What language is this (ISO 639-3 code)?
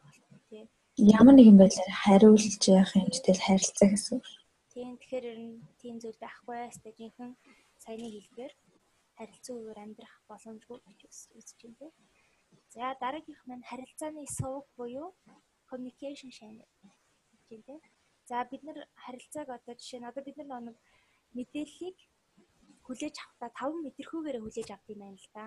mon